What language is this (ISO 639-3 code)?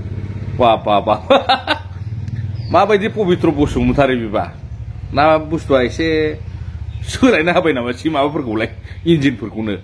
brx